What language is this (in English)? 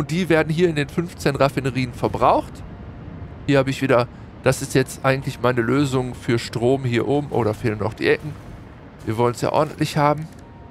German